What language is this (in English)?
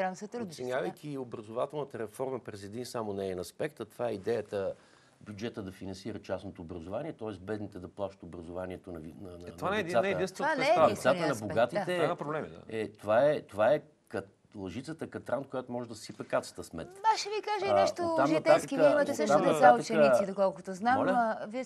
Bulgarian